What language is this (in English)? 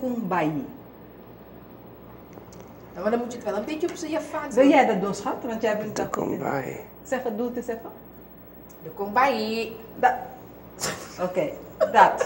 Dutch